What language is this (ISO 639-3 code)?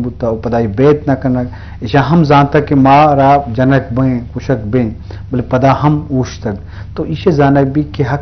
bgp